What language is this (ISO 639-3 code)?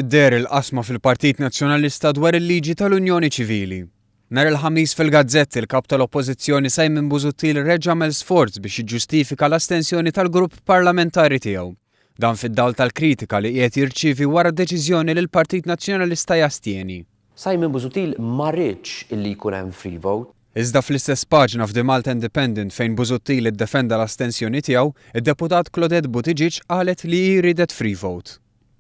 mlt